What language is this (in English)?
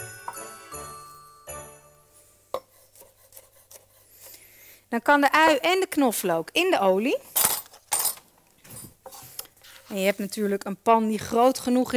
Dutch